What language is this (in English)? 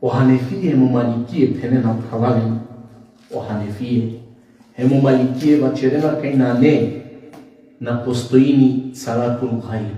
Balkan Romani